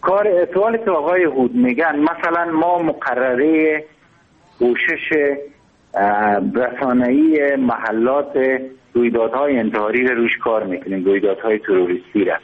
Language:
Persian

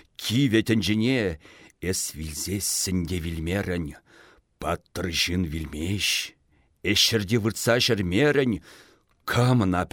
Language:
Chuvash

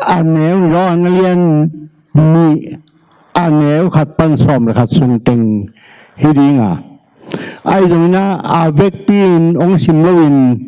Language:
Tedim Chin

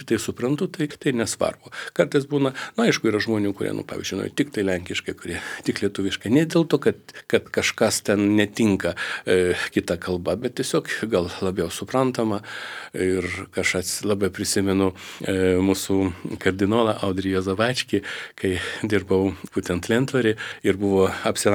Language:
Lithuanian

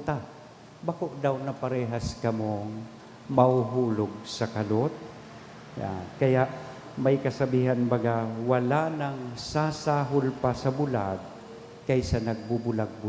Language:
Bikol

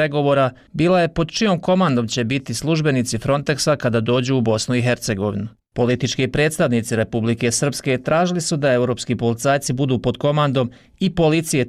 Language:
Bosnian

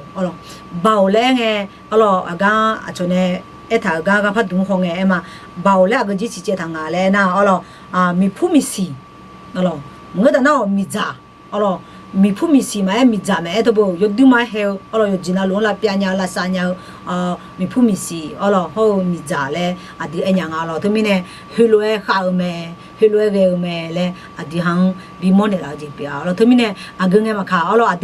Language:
Akha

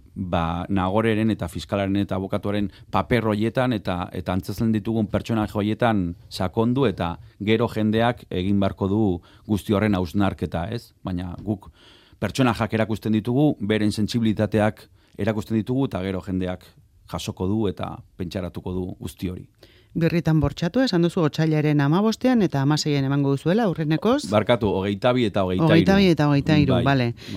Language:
Basque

